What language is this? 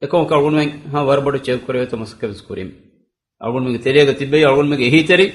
Divehi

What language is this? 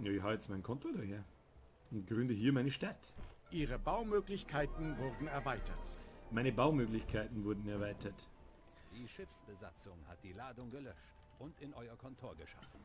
Bavarian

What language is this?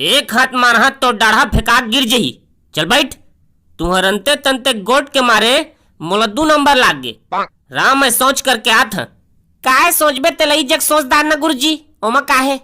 Chhattisgarhi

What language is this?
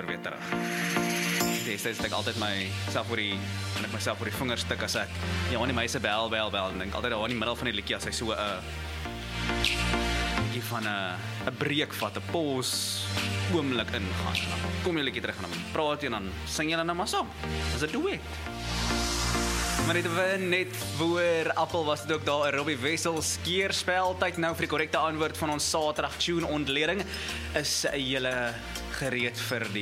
Afrikaans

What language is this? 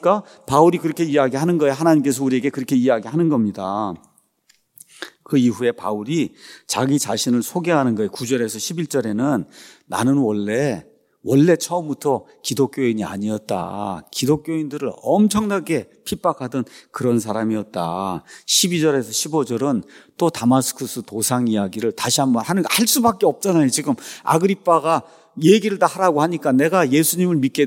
Korean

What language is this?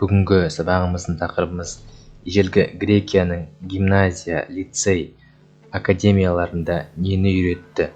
Kazakh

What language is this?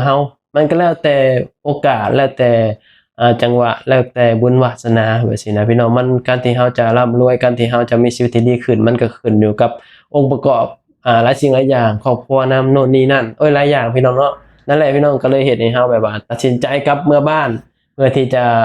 Lao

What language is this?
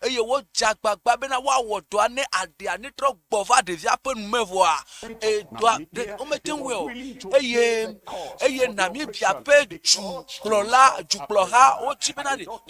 Ewe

